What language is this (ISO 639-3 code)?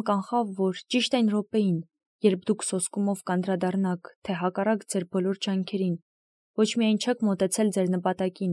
hye